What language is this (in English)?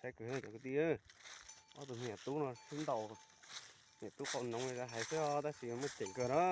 Hmong